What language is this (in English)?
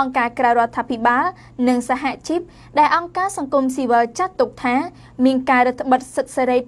Khmer